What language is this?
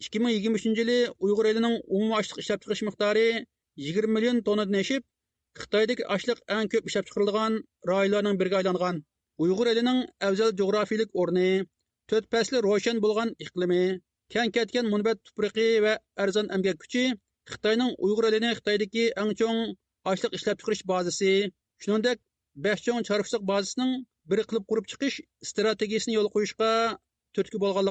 Uyghur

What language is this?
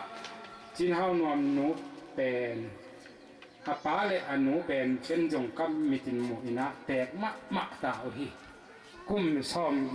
Tedim Chin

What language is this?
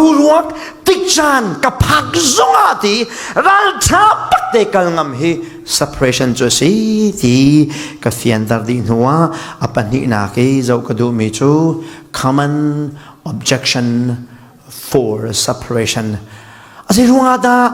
Falam Chin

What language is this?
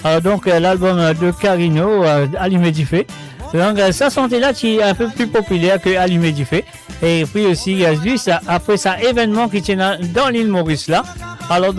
Morisyen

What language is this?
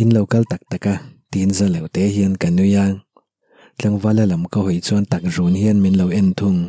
Mizo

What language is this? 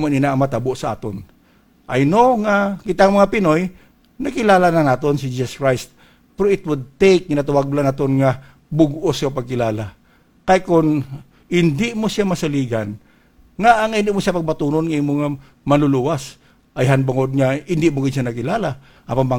Hiligaynon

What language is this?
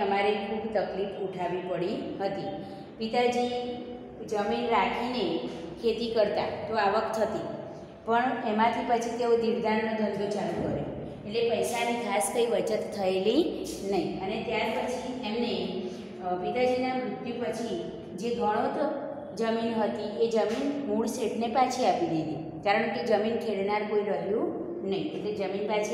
Gujarati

